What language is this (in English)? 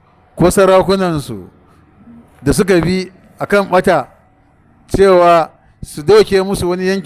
Hausa